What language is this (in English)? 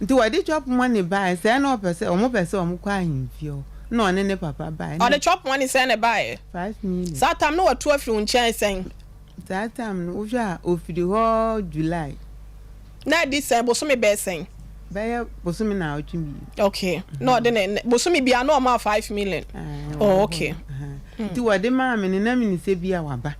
Akan